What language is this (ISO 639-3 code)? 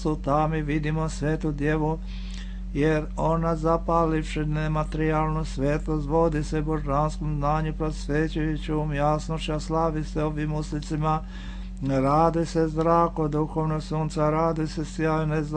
srp